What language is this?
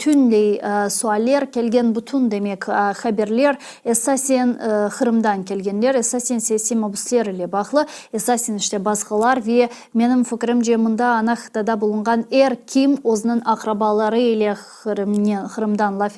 Crimean Tatar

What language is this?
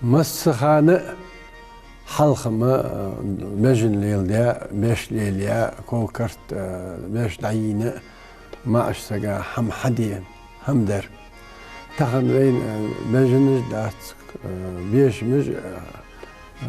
Ingush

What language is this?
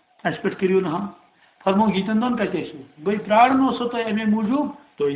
Kashmiri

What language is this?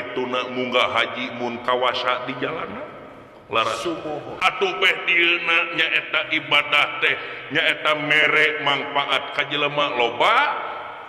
Sundanese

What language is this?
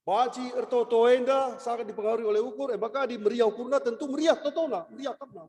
Batak Karo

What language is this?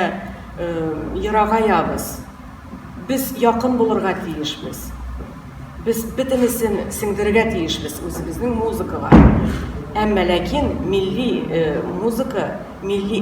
Tatar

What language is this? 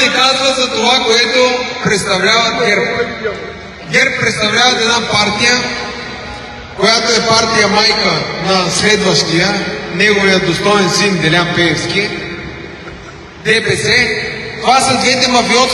Bulgarian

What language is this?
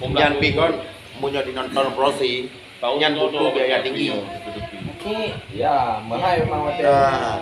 Achinese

